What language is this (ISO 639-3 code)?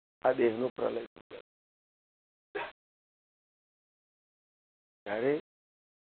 guj